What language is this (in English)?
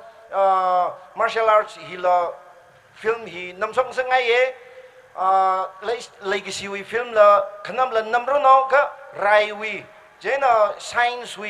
Tangkhul Naga (India)